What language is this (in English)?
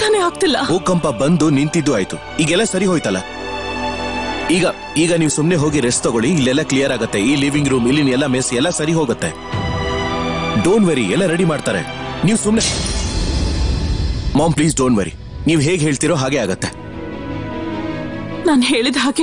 Kannada